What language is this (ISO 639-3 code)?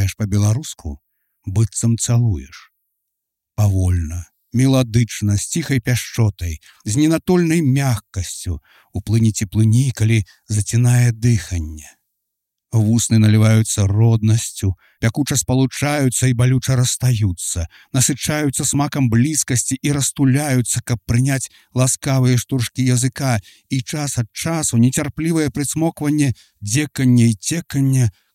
bel